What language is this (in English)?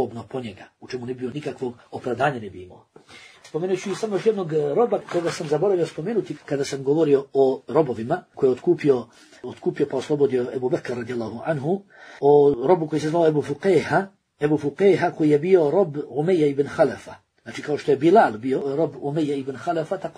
Bosnian